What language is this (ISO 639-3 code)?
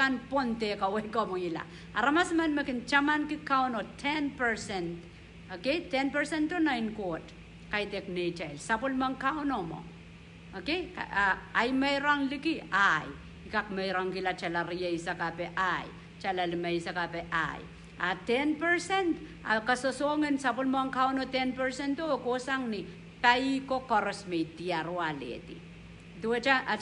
pon